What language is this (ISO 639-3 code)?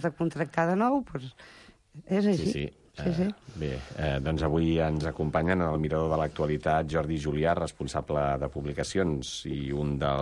cat